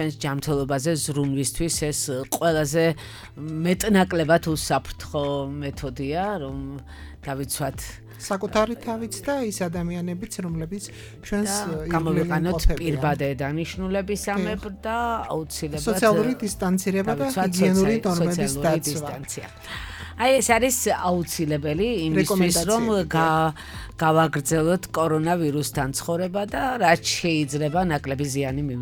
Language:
Georgian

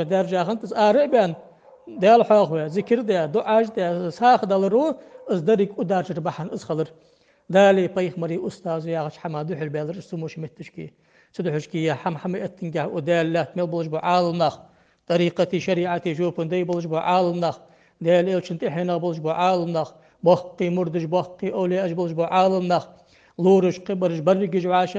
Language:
Ingush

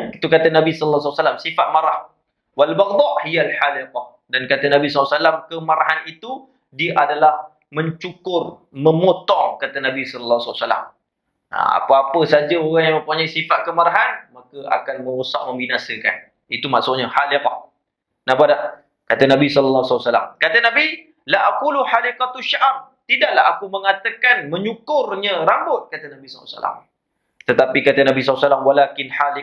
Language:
Malay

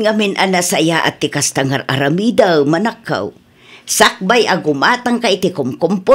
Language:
Iloko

